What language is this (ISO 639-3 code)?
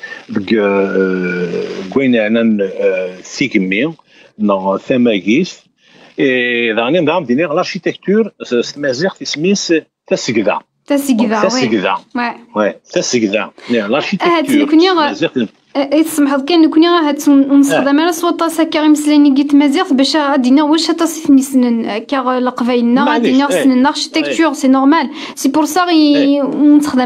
kab